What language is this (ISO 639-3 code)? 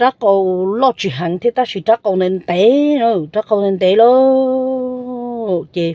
hmn